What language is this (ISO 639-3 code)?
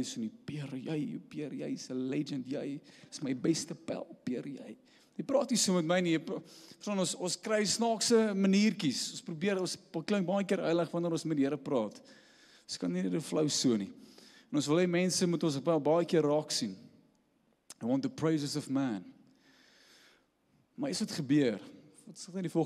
afr